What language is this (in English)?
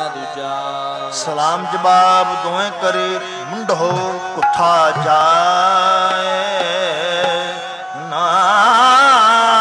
Punjabi